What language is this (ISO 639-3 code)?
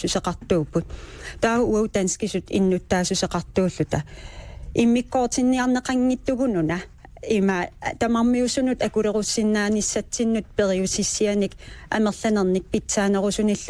kal